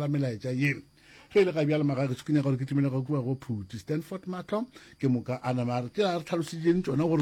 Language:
Northern Sotho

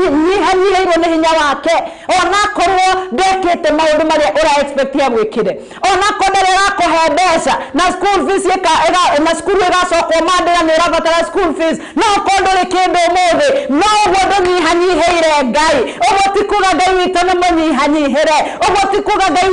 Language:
Kikuyu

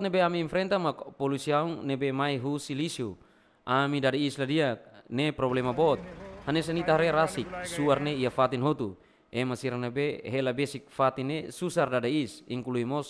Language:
Tetum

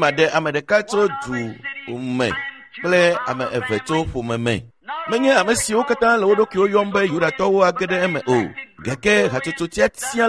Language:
Ewe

